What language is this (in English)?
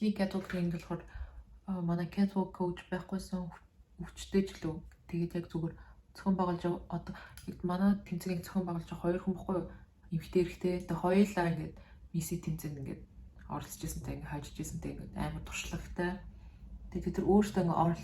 Mongolian